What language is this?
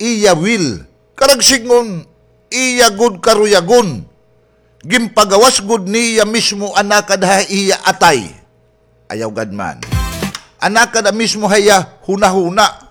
Waray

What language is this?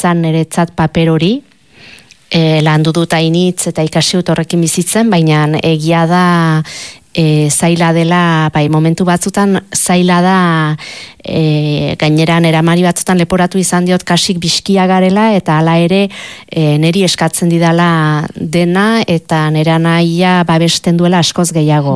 Basque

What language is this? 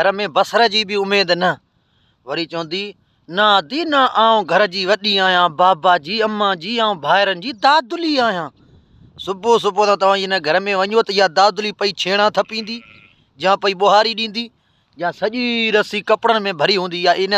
Sindhi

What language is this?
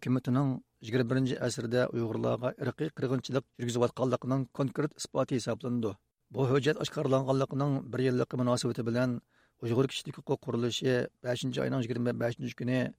Uyghur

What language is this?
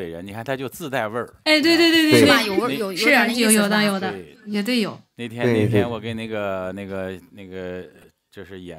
Chinese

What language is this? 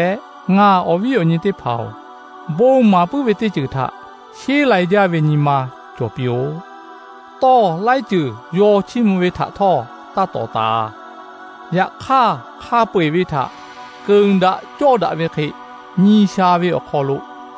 Lahu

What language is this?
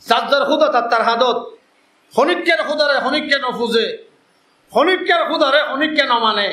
Rohingya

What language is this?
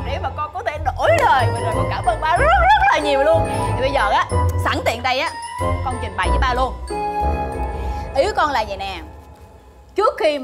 Vietnamese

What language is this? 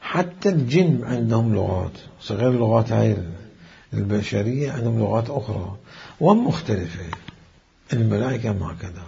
Mesopotamian Arabic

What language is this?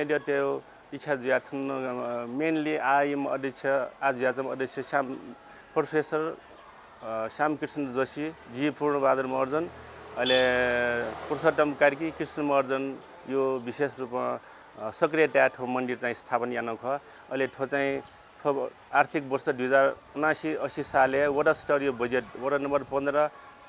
Newari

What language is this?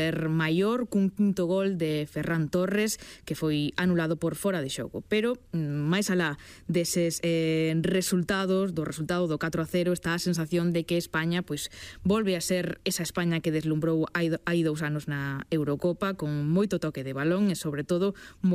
Galician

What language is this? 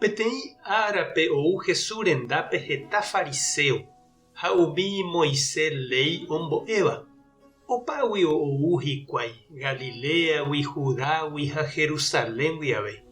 Guarani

